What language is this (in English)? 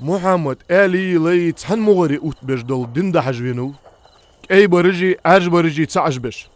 Ingush